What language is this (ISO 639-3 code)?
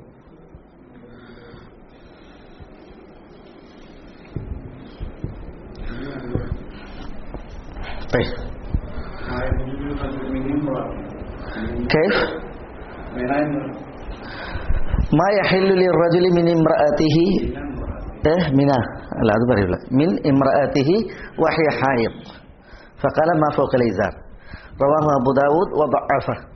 mal